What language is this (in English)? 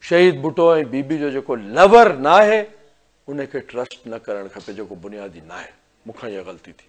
Sindhi